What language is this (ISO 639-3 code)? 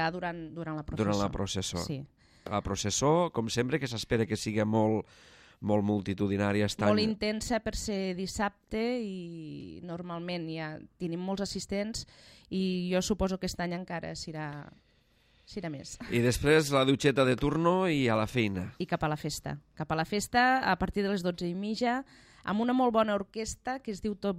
cat